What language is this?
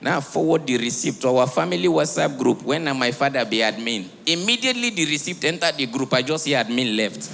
Nigerian Pidgin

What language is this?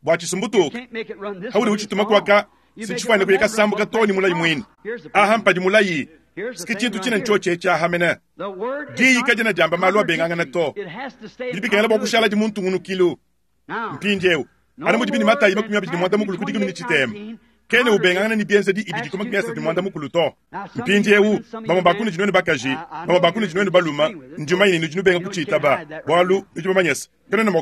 Luba-Lulua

